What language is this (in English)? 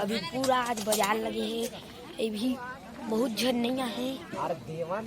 Chhattisgarhi